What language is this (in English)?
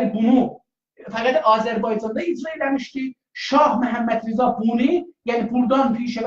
South Azerbaijani